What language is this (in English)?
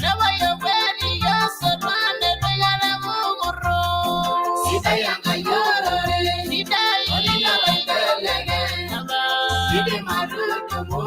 Masai